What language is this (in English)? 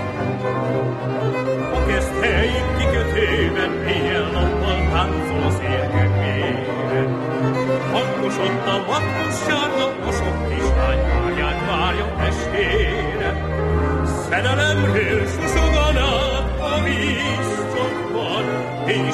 Hungarian